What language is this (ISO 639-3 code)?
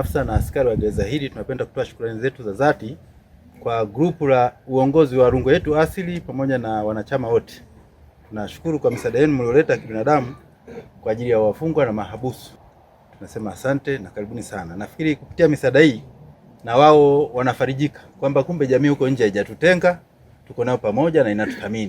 swa